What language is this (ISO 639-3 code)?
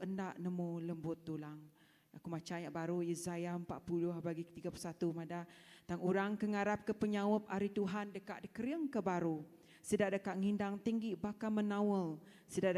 iba